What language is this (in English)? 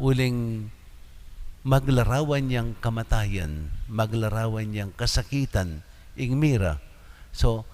Pampanga